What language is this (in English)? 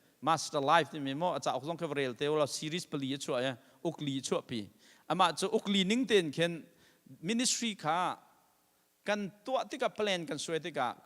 Hakha Chin